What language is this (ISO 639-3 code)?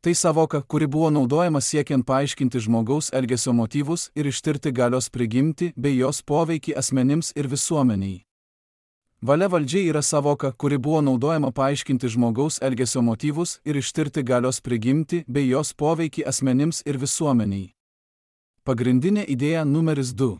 lit